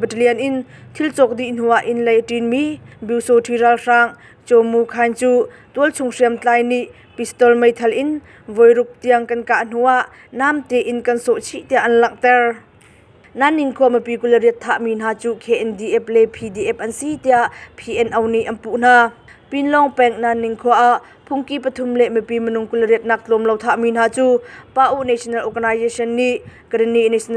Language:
Hakha Chin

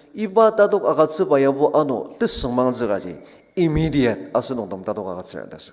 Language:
Ao Naga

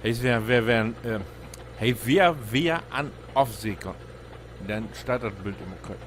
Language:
Low German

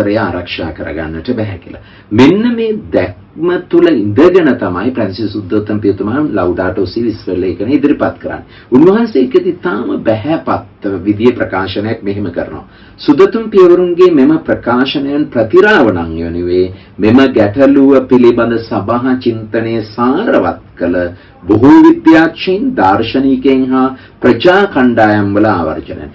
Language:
Sinhala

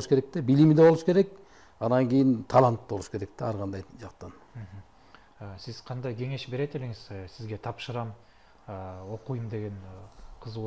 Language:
Kyrgyz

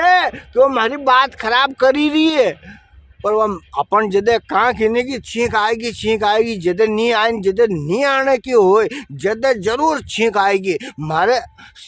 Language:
Rajasthani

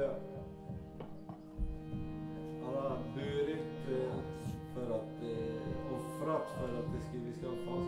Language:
Swedish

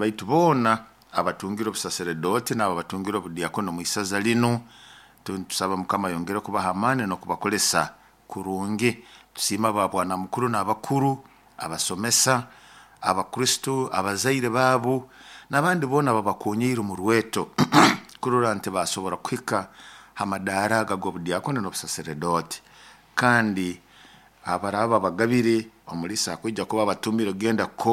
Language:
Nyoro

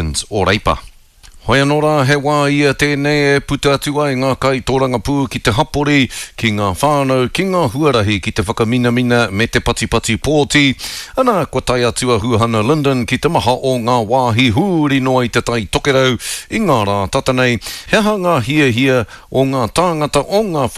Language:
Māori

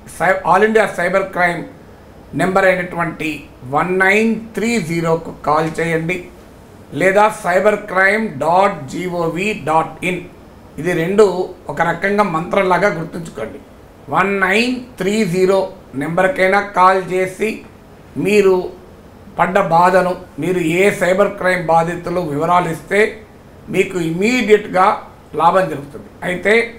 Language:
Telugu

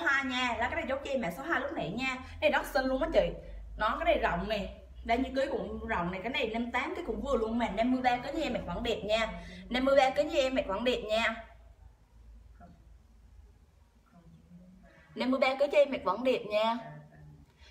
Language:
Vietnamese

